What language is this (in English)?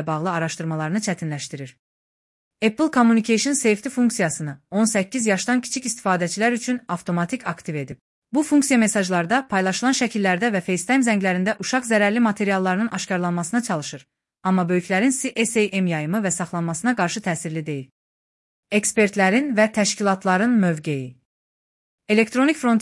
Azerbaijani